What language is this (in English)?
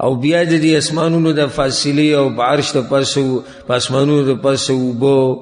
Pashto